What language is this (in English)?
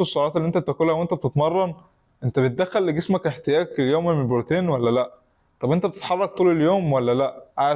Egyptian Arabic